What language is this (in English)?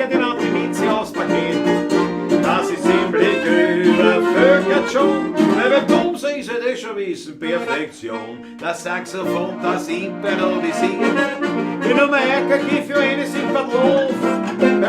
Bavarian